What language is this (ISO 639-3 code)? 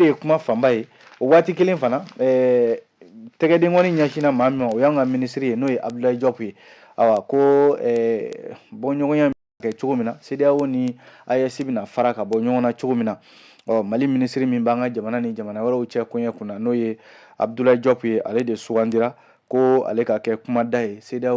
bam